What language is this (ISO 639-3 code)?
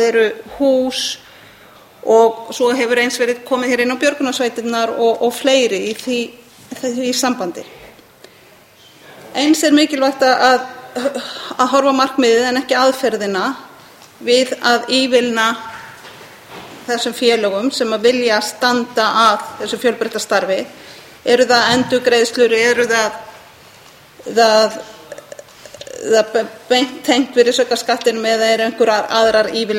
isl